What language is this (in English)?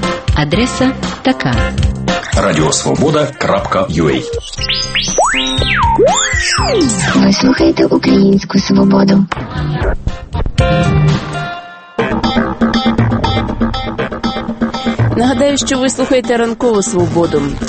Ukrainian